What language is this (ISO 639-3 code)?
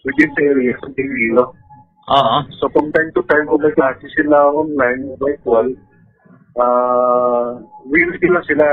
hil